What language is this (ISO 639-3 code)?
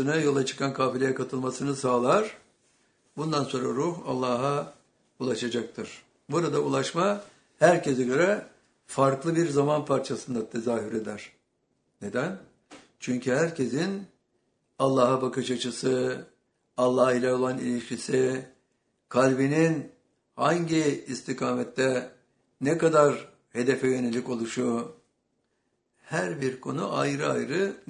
tur